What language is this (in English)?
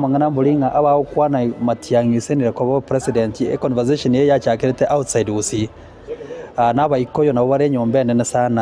Gusii